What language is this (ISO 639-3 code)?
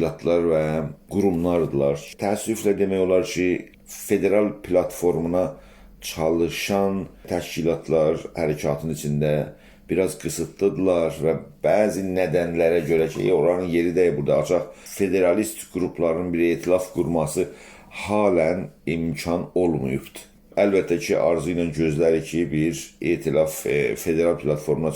azb